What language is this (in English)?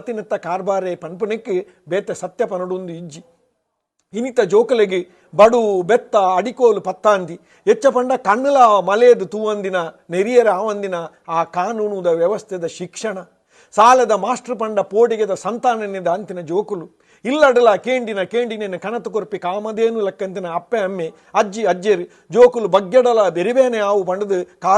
Tulu